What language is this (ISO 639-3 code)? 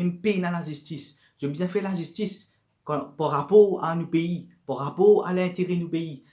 mfe